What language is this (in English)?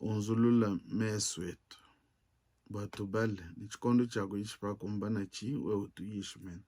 Luba-Lulua